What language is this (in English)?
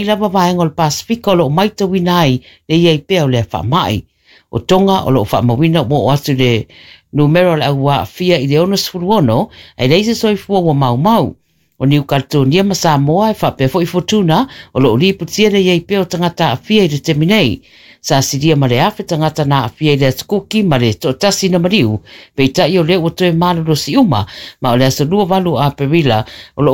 Samoan